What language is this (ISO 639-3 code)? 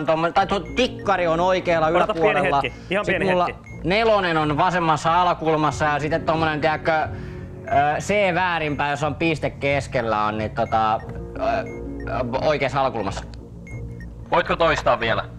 fin